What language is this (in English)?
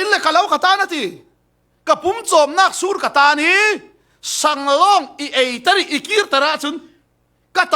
Falam Chin